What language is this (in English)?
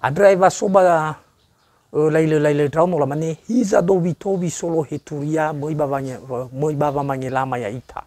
Nias